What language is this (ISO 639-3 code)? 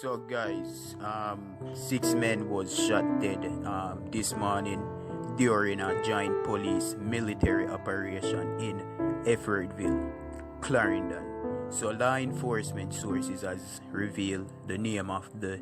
jam